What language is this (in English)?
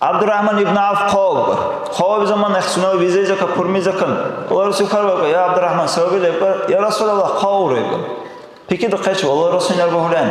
Dargwa